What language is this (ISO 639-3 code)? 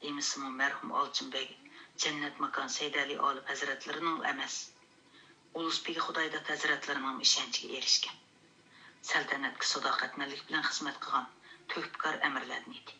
uig